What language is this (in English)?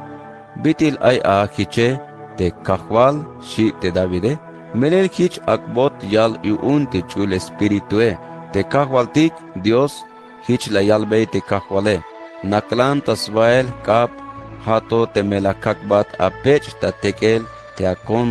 Tzeltal